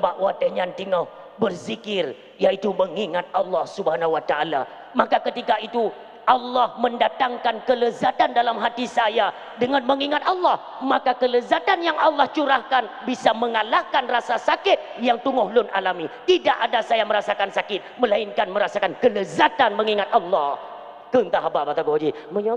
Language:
Achinese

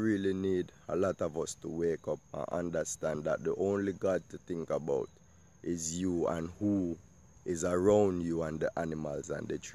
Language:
Jamaican Creole English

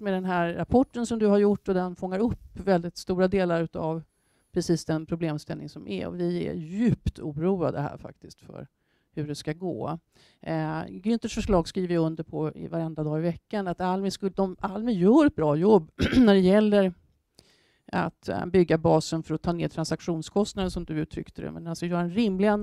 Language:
Swedish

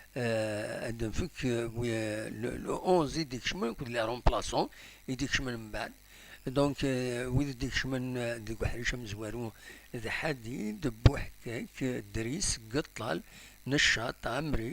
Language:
Kabyle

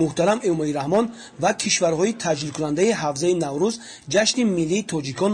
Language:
Tajik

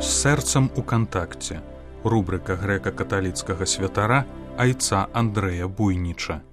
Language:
Belarusian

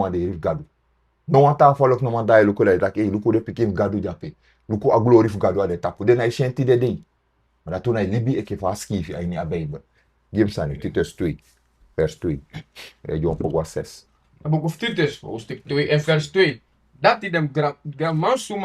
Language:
Sranan Tongo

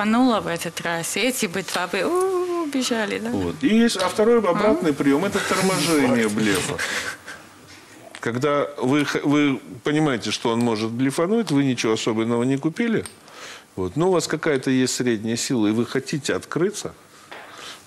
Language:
Russian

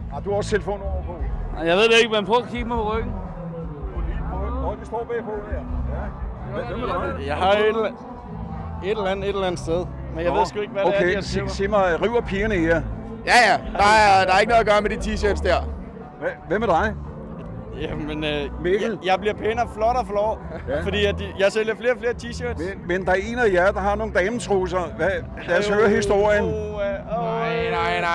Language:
Danish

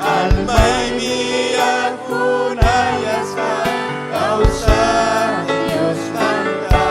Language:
Ayacucho Quechua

